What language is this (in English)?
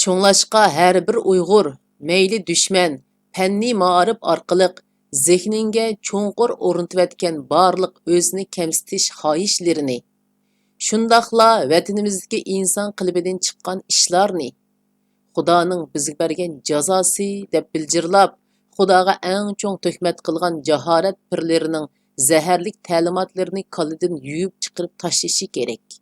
Uyghur